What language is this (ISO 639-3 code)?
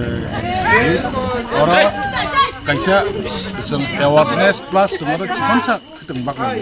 trp